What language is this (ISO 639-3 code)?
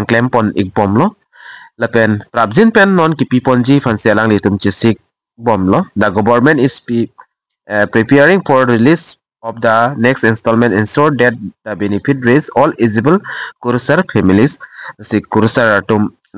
mjw